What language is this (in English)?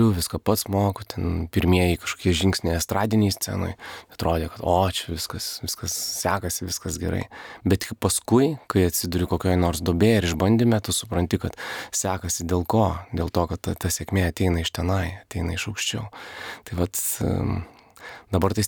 Lithuanian